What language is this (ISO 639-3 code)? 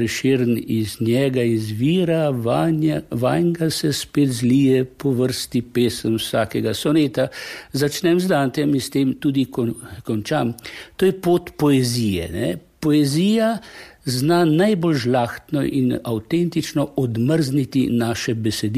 slv